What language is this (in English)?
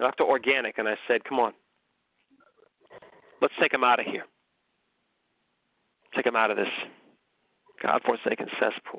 English